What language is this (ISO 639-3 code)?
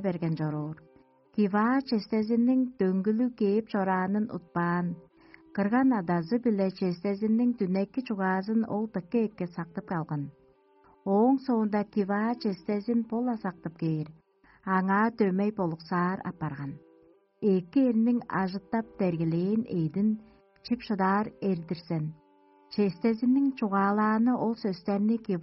tyv